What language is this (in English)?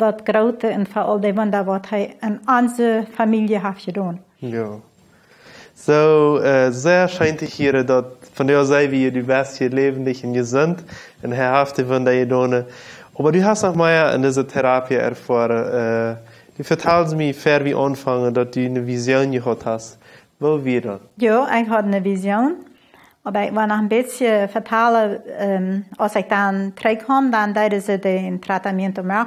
Plautdietsch